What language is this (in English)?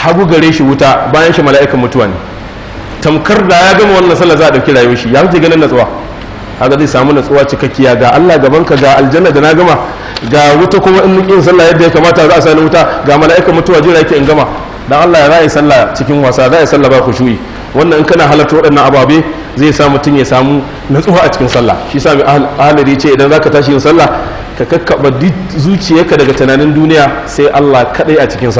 Hausa